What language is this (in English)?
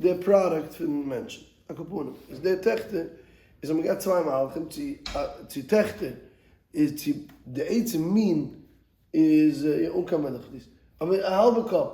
Yiddish